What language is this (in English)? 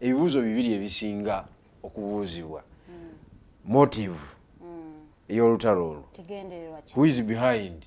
Ganda